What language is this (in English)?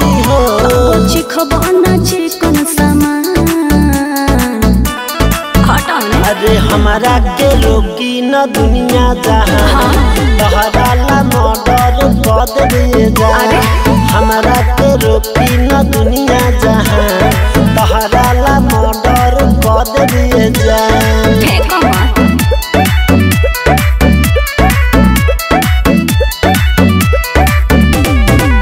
Bhojpuri